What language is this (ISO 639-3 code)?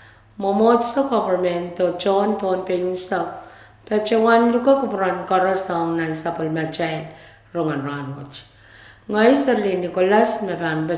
pon